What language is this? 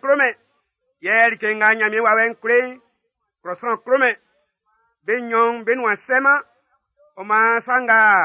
Baoulé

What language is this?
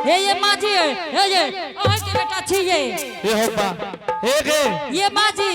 Angika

